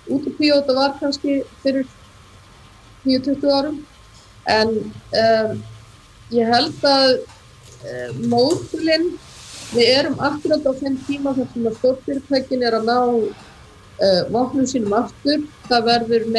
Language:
Icelandic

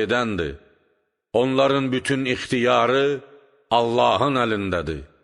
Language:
Azerbaijani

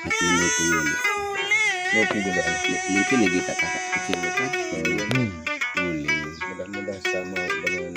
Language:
Sasak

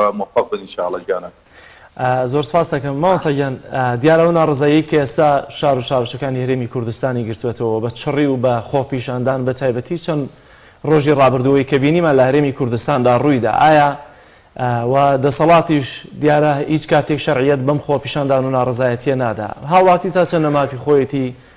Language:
Central Kurdish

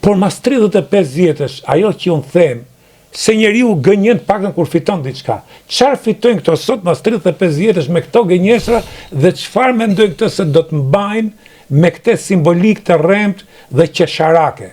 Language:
Albanian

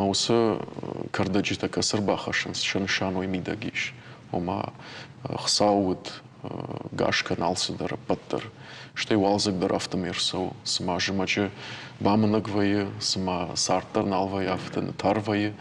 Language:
Ossetic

